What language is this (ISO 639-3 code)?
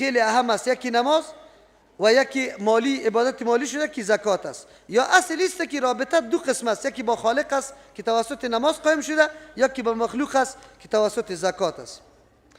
fas